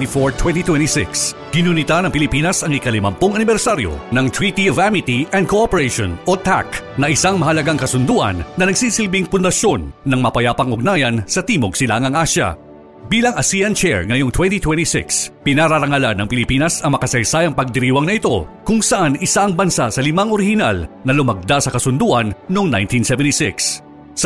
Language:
Filipino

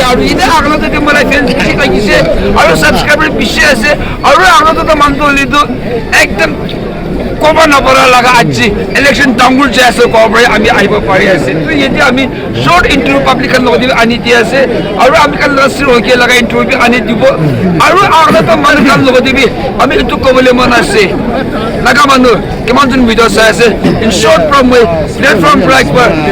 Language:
Naga Pidgin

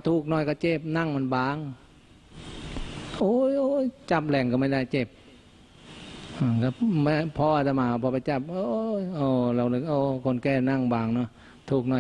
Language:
Thai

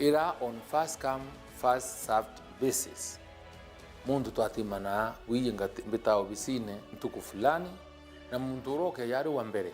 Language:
Meru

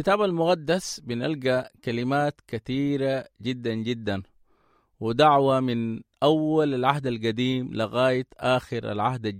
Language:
Sudanese Arabic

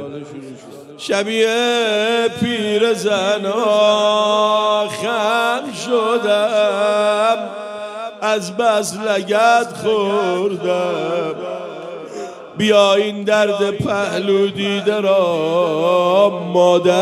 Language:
Persian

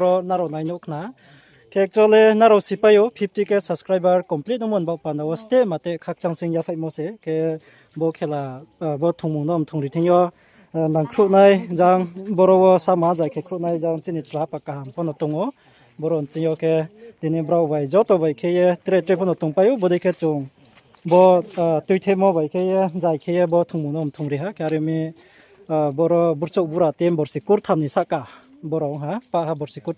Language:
Riang (India)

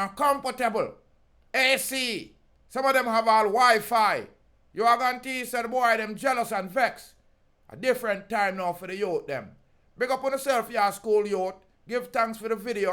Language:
Jamaican Creole English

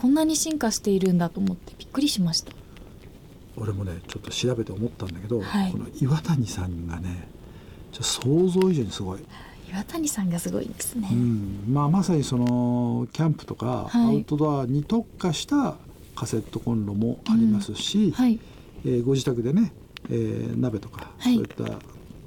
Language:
Japanese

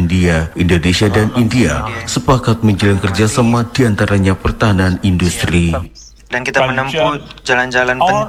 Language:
Indonesian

